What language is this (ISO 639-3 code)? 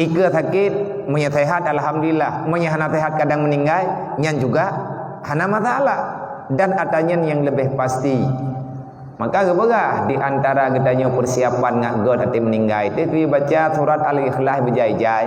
ace